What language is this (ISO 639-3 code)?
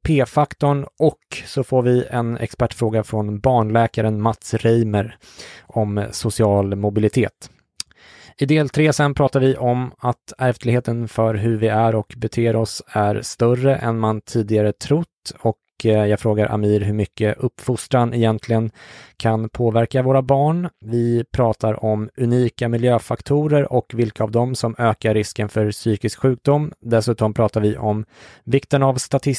swe